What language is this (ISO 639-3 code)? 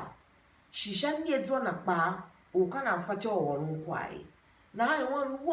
tiv